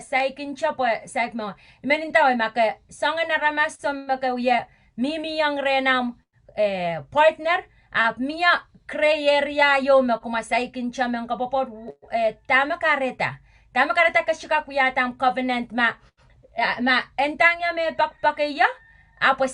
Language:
Pohnpeian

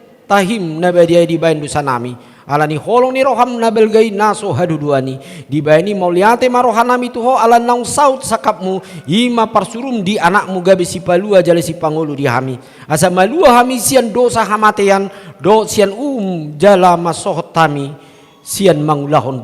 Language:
Batak Toba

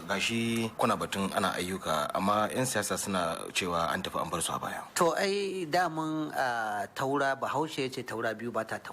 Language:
Hausa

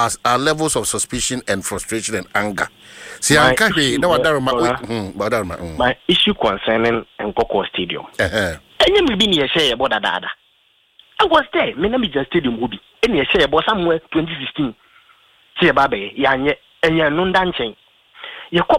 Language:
Akan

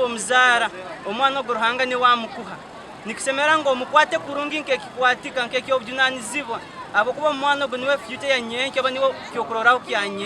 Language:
Nyankole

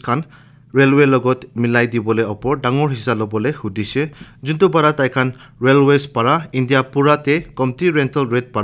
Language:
Naga Pidgin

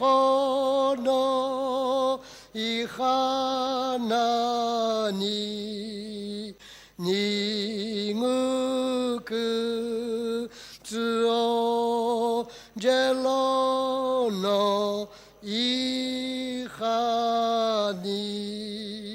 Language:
Sumi Naga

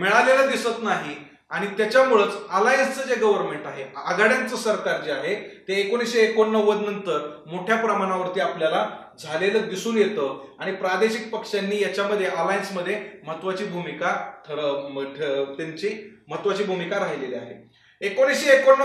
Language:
Marathi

